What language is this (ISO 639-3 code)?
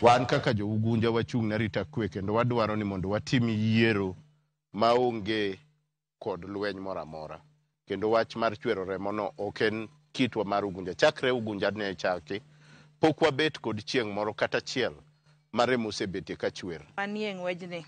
luo